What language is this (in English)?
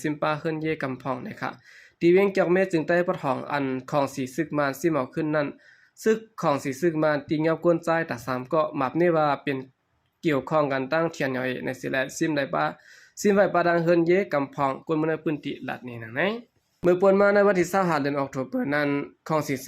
Shan